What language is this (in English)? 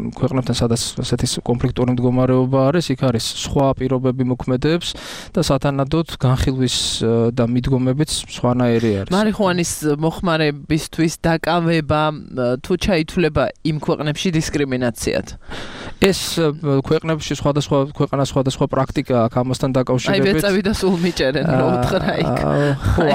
Georgian